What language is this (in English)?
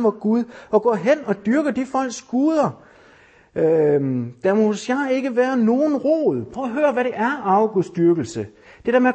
Danish